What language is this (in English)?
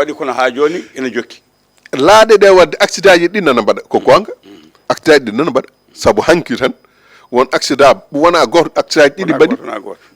Fula